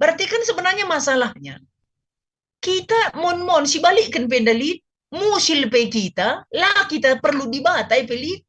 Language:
Batak Karo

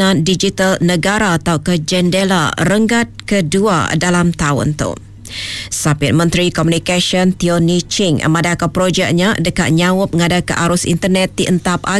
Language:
Iban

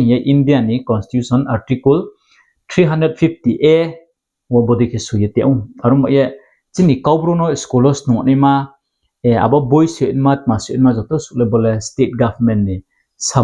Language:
Riang (India)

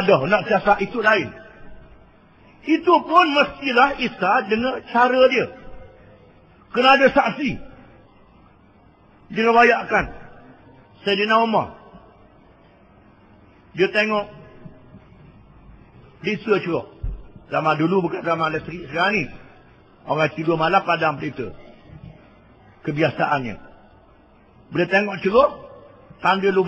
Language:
Malay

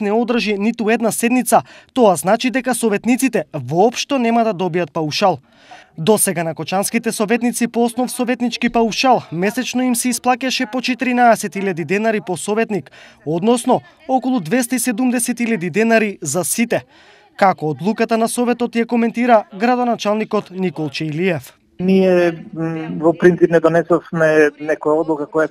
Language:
Macedonian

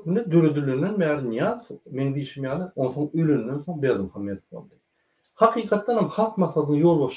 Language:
Turkmen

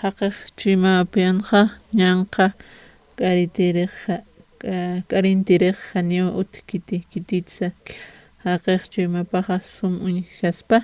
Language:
Aymara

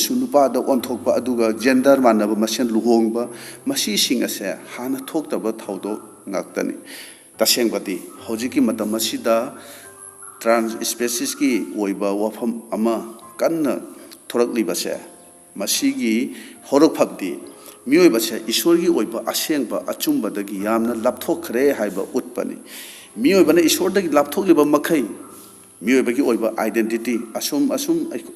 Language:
Manipuri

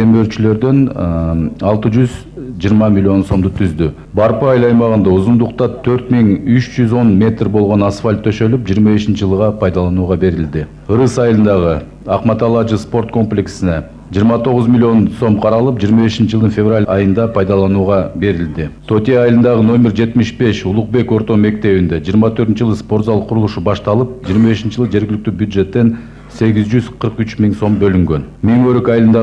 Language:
Kyrgyz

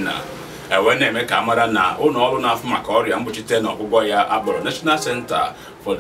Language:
Igbo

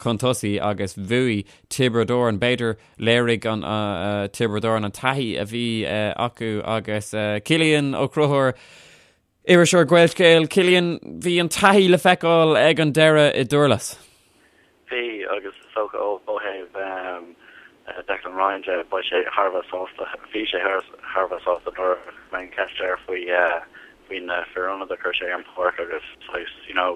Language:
Irish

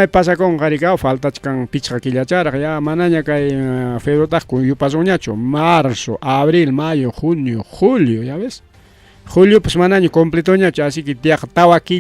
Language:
Ayacucho Quechua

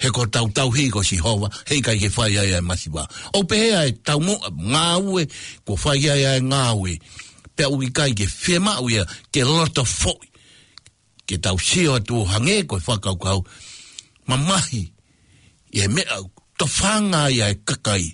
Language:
Tongan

